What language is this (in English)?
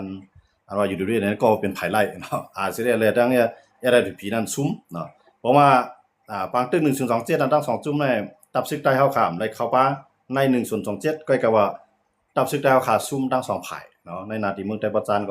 Shan